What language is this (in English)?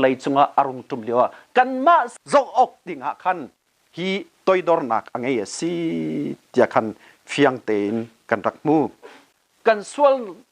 Hakha Chin